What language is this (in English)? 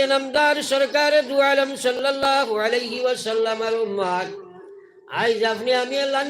Sylheti